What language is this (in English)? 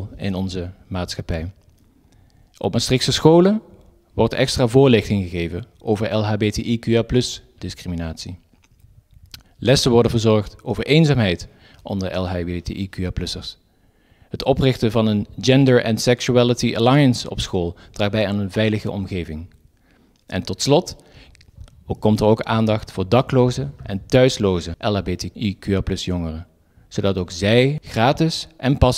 Dutch